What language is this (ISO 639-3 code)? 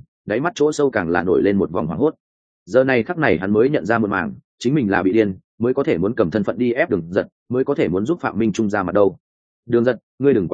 vie